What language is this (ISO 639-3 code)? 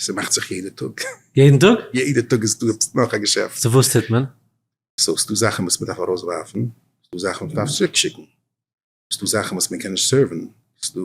yid